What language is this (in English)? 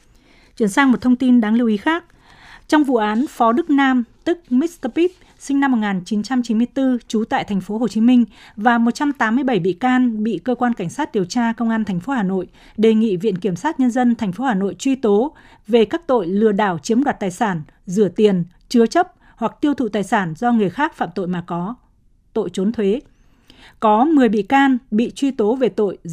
Vietnamese